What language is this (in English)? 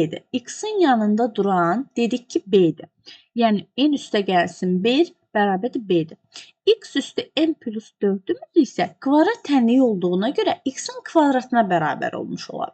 Azerbaijani